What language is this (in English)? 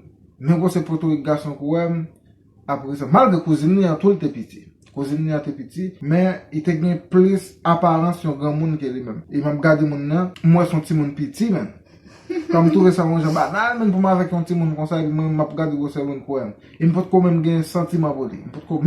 Haitian Creole